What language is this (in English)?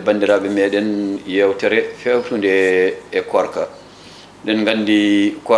Fula